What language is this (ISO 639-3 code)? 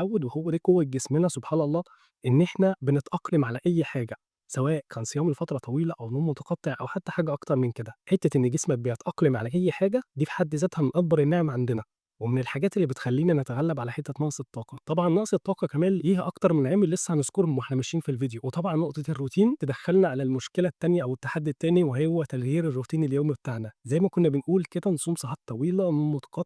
arz